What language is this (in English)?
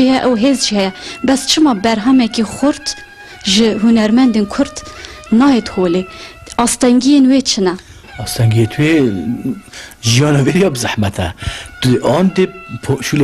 Kurdish